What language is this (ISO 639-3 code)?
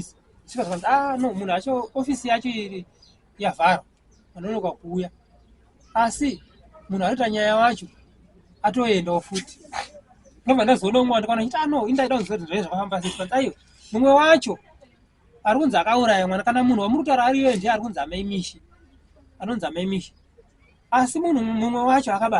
sna